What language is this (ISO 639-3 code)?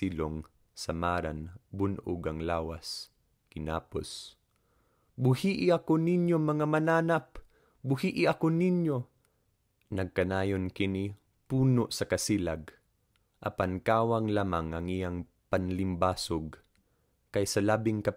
ceb